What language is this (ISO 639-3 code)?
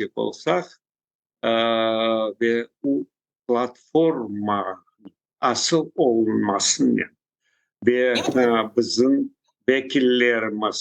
crh